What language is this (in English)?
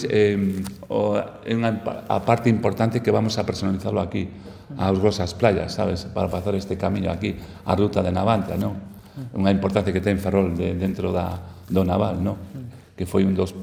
Galician